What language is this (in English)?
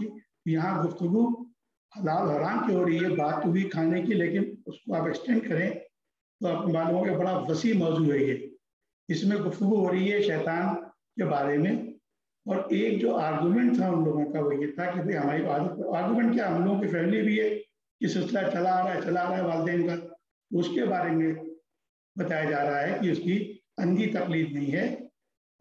Urdu